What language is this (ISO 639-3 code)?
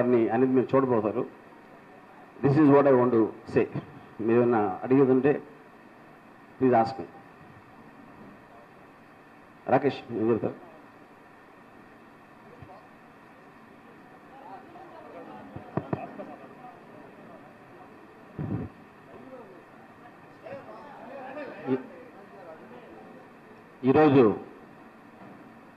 tel